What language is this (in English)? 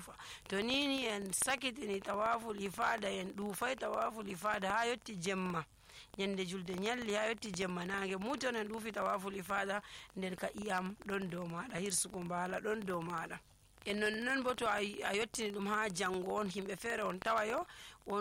Nigerian Fulfulde